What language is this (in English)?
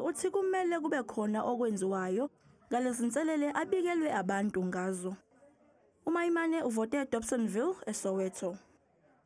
Zulu